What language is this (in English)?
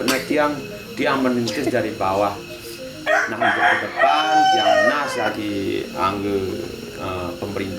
Balinese